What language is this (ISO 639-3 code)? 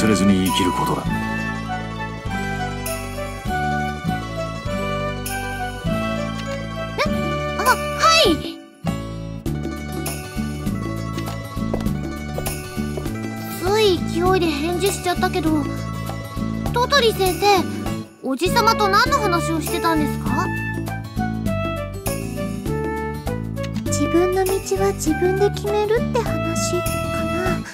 jpn